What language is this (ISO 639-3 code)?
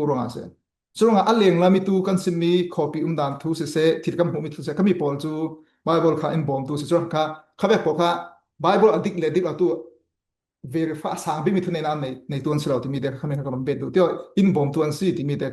cfm